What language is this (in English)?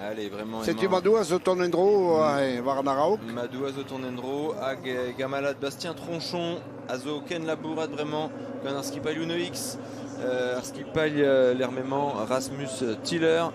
Breton